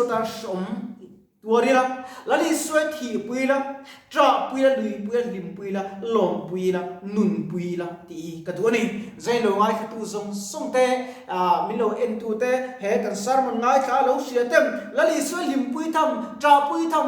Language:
Mizo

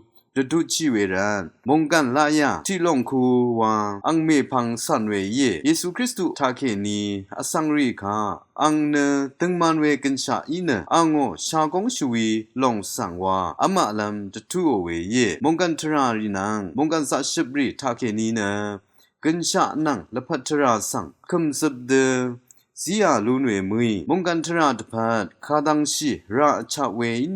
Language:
Rawang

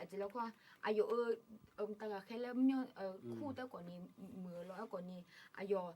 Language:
Akha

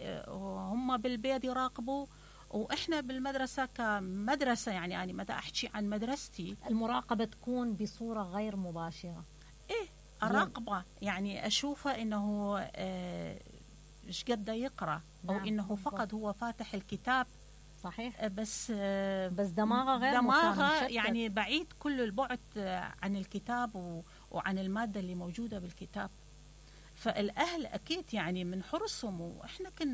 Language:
Mesopotamian Arabic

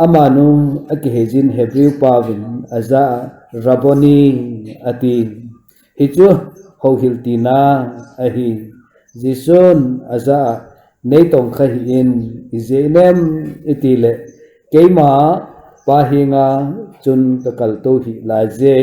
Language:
Thado Chin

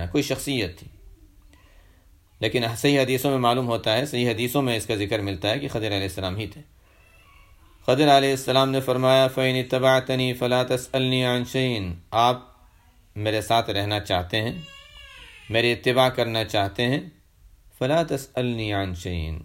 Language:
Urdu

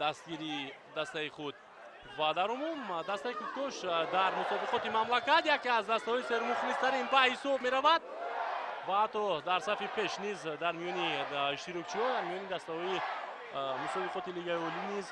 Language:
Tajik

